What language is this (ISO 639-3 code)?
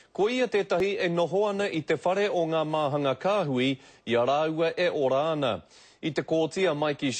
mri